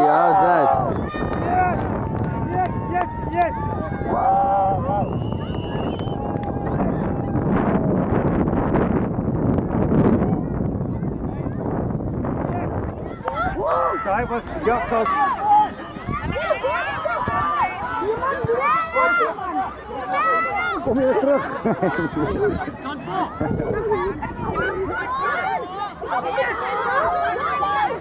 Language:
Afrikaans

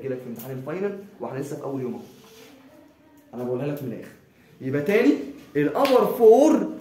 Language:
Egyptian Arabic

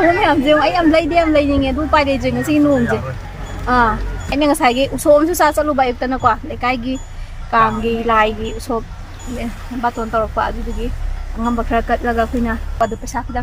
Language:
Manipuri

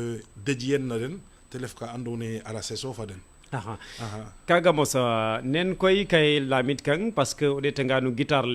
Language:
Serer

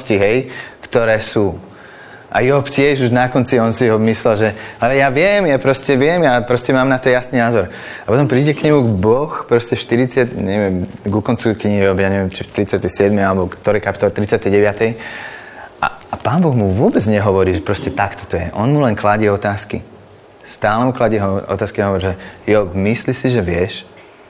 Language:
Slovak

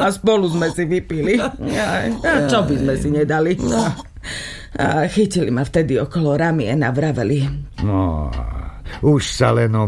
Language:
Slovak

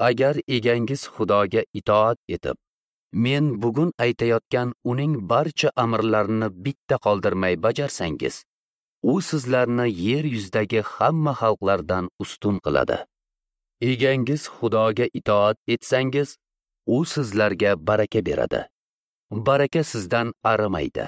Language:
Uzbek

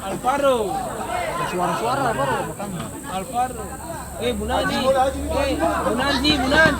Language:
Ambonese Malay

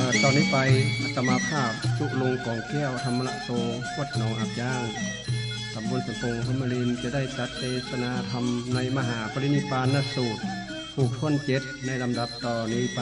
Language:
Northern Thai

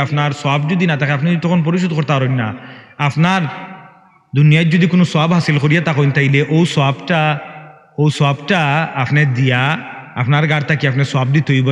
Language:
Sylheti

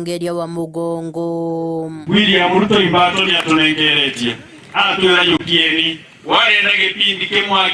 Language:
Meru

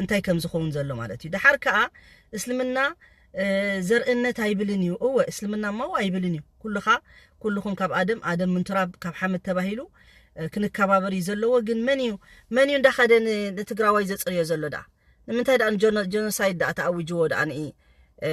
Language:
Tigrinya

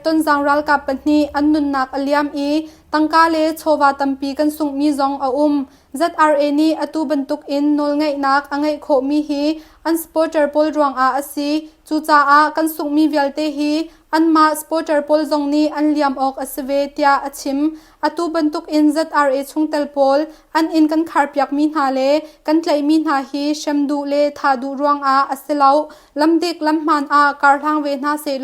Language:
Hakha Chin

